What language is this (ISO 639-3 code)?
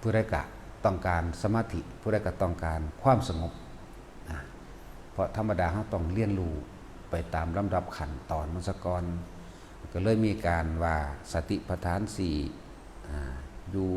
tts